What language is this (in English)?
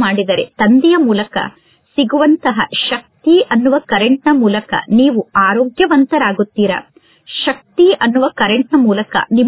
Kannada